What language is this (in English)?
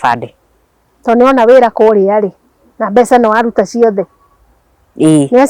Kikuyu